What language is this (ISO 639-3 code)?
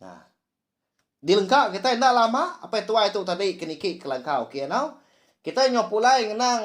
iba